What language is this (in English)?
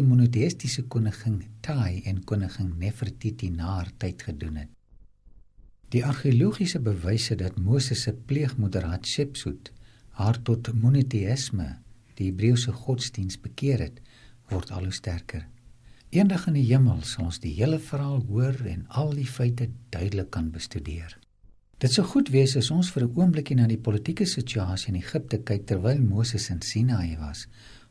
Afrikaans